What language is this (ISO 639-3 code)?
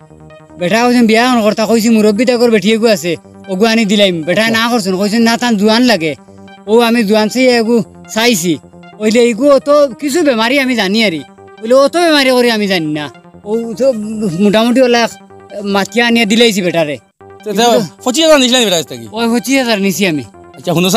syl